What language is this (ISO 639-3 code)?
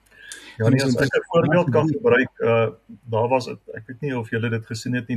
afr